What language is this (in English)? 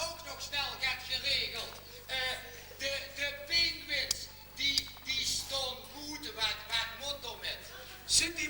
Limburgish